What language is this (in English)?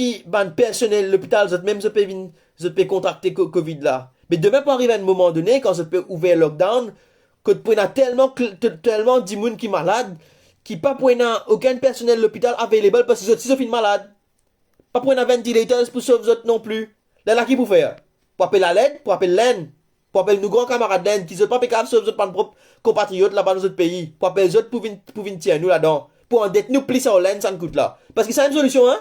Morisyen